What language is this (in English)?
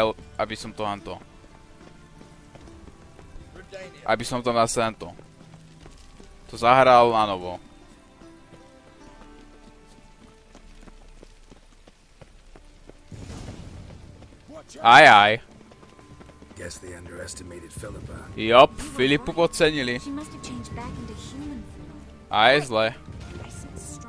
Slovak